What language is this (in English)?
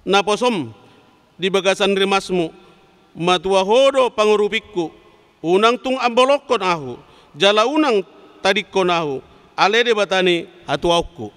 Batak Toba